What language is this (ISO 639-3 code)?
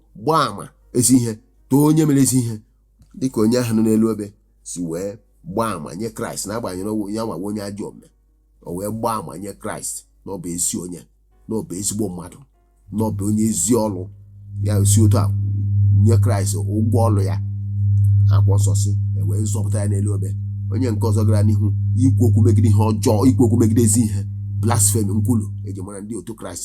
ibo